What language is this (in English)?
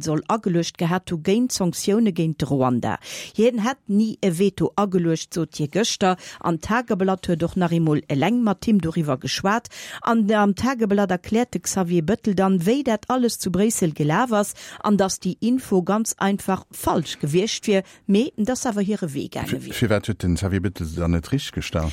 Luxembourgish